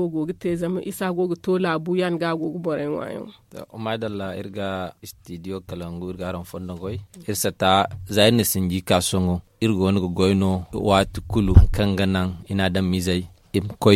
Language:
Zarma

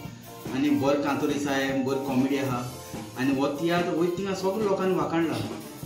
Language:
Konkani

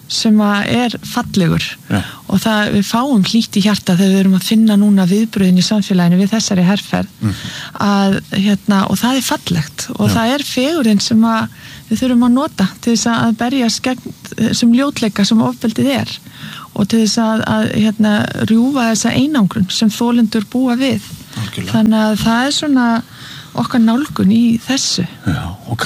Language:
Icelandic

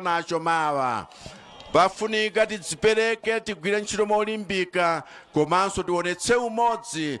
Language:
Nyanja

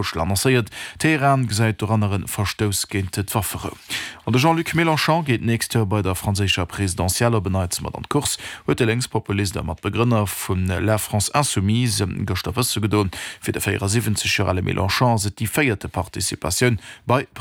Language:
Luxembourgish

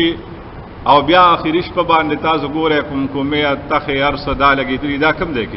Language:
Pashto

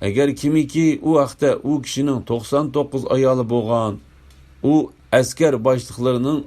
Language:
Uyghur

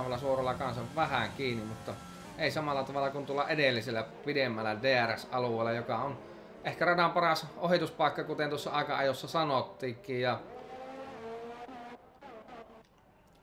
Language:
Finnish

